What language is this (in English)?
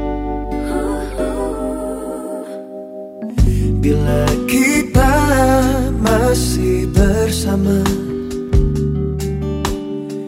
Indonesian